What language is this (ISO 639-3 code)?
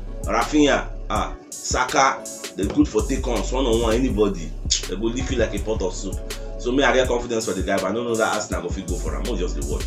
pcm